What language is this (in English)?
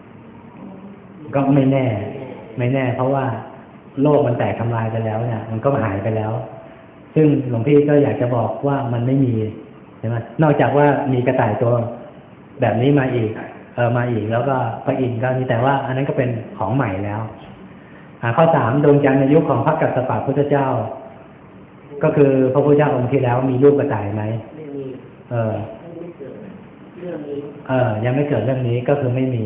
Thai